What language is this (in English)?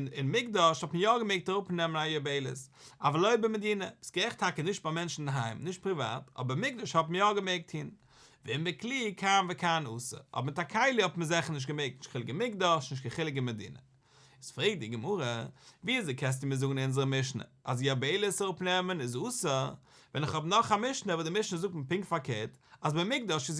Yiddish